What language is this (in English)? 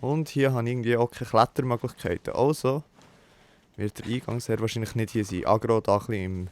Swiss German